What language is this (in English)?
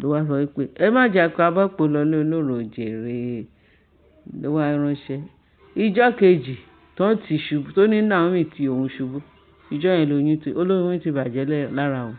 Yoruba